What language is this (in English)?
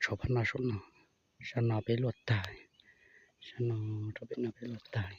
Hmong